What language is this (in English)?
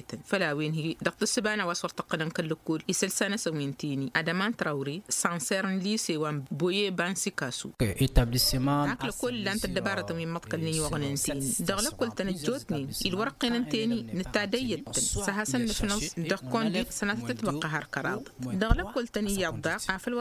Tamasheq